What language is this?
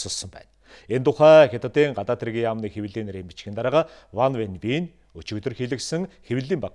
Mongolian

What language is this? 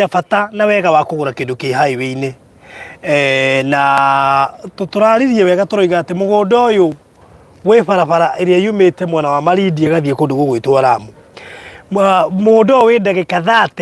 Kikuyu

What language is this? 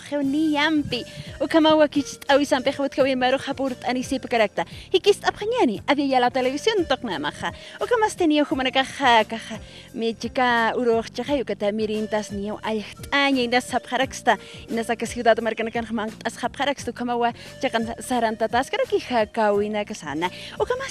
Aymara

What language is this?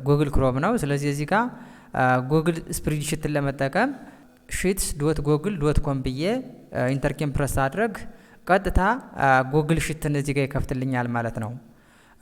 Amharic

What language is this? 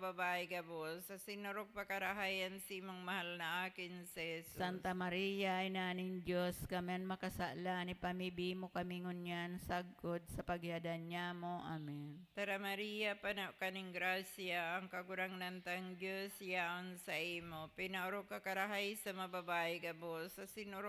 Bikol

